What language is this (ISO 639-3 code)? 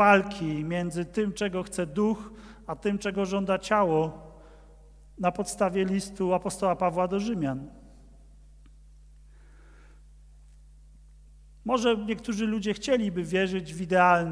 pol